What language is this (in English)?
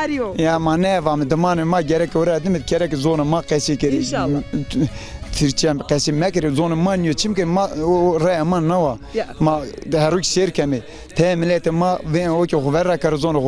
Zaza